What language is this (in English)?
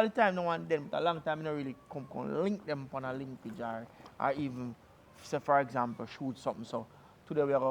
Jamaican Creole English